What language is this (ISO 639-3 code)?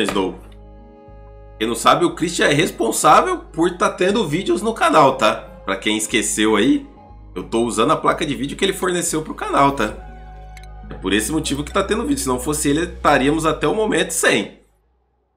por